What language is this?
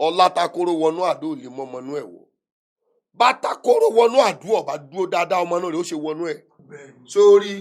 Yoruba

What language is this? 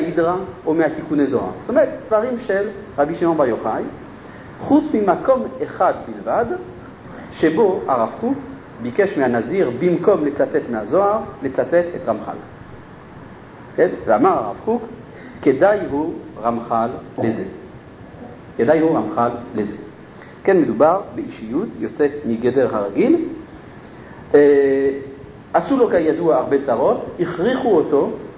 Hebrew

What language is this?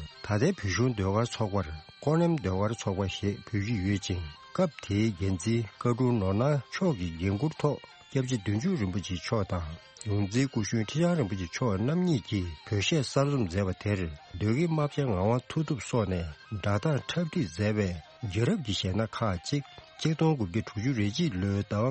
Tibetan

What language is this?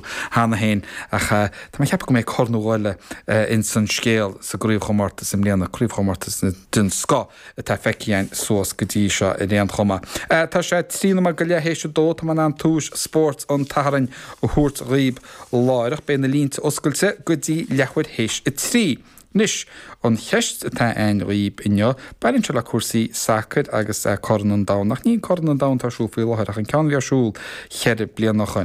Irish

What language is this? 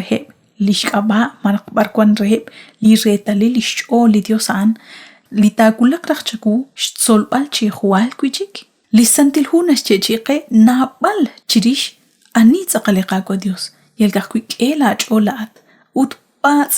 Kekchí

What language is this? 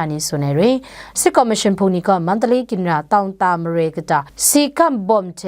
Kachin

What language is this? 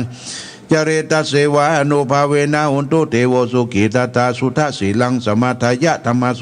Pali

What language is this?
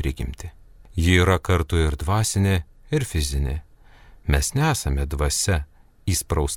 Lithuanian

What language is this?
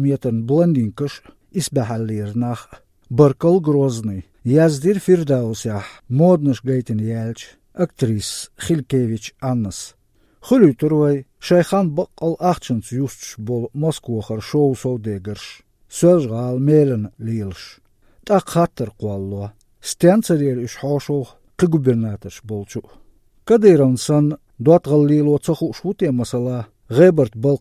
Chechen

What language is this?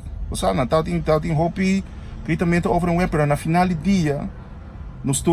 Papiamento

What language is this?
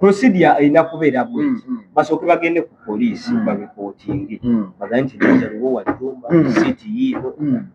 Ganda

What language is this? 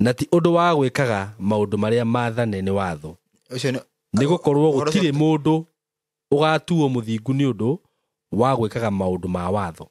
Kikuyu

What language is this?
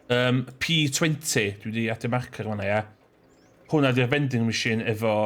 Welsh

